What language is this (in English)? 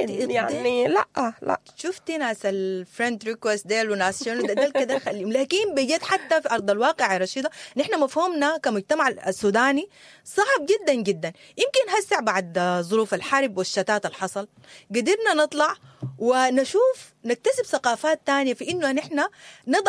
Sudanese Arabic